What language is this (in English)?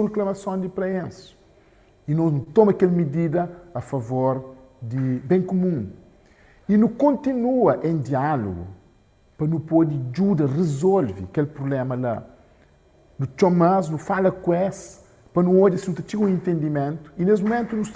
Kabuverdianu